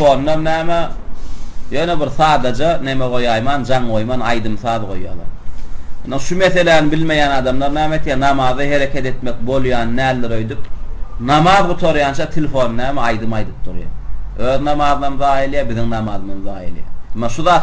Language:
Turkmen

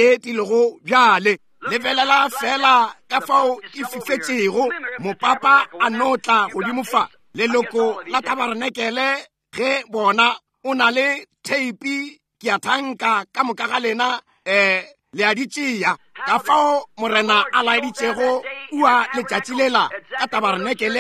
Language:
Northern Sotho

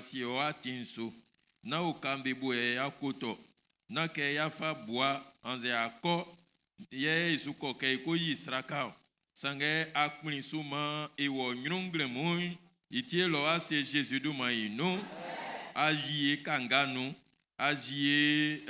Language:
Baoulé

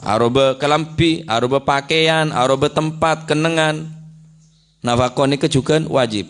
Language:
Madurese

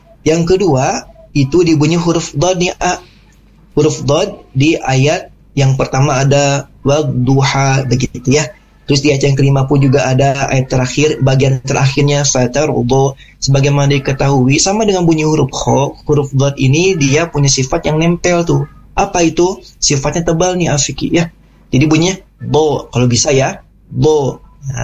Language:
Indonesian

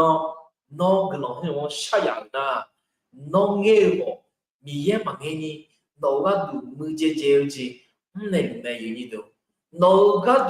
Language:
Akha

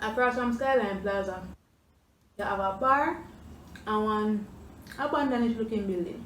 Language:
Jamaican Creole English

